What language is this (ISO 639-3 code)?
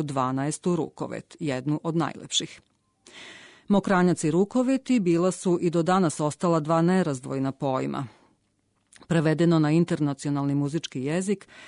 srp